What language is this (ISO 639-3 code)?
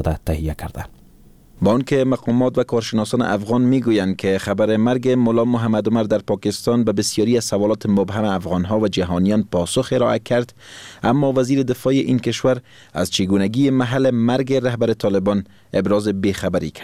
fas